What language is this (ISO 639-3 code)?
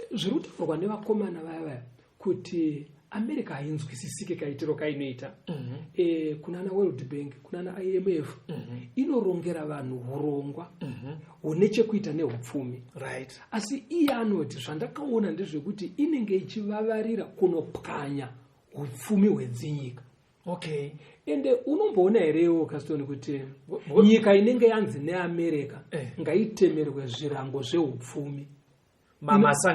sna